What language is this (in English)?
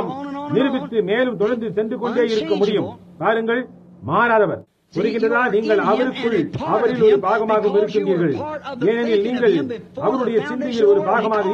Tamil